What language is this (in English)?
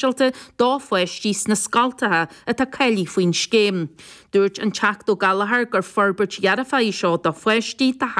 Irish